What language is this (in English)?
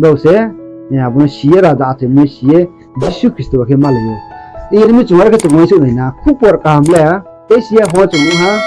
Riang (India)